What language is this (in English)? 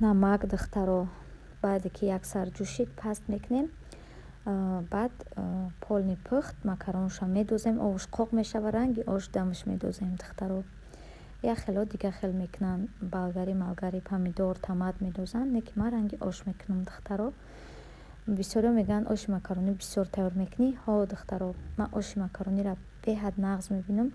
Tajik